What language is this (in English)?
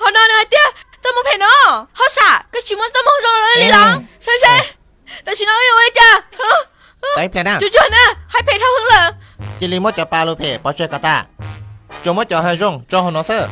Hmong